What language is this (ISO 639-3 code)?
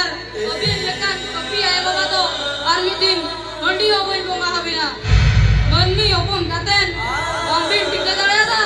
sat